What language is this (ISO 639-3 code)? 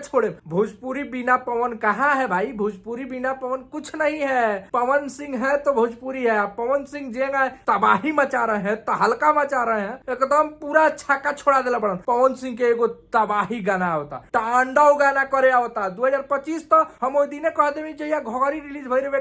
bho